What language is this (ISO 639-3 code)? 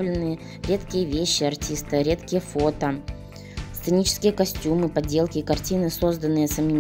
rus